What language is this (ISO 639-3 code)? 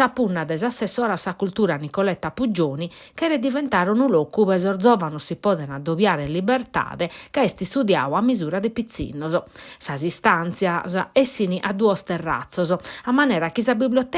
srd